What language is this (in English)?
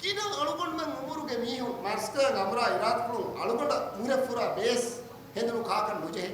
Divehi